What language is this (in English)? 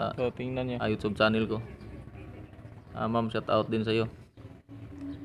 Filipino